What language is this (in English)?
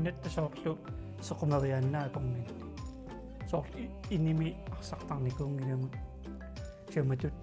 Kalaallisut